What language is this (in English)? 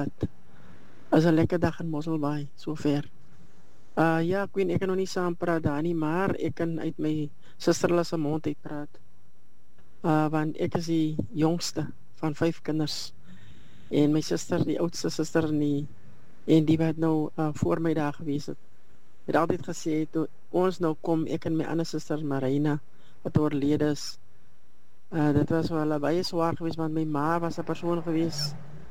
Afrikaans